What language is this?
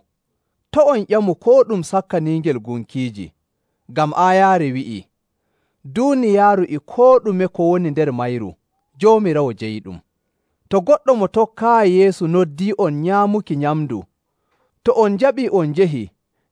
Nigerian Fulfulde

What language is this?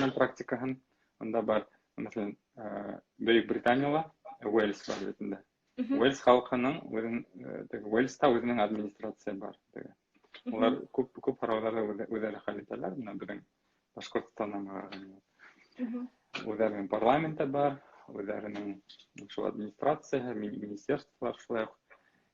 Bashkir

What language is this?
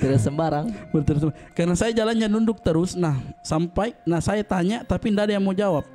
Makassar Malay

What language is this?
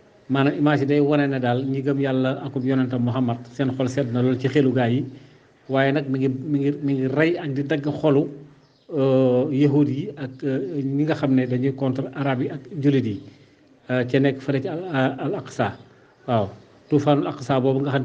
Wolof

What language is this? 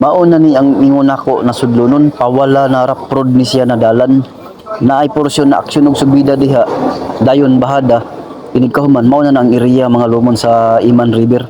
Cebuano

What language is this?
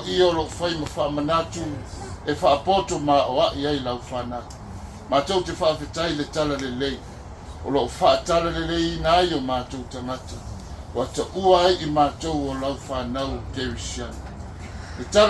Samoan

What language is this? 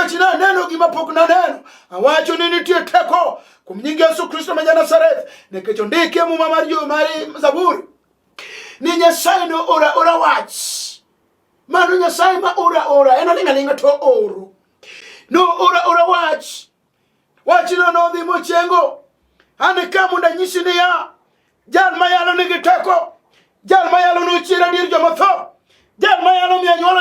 Luo (Kenya and Tanzania)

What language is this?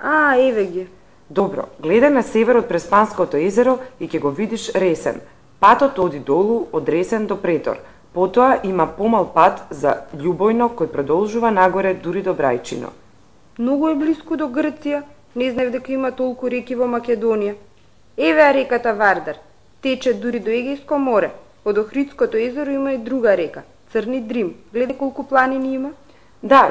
Macedonian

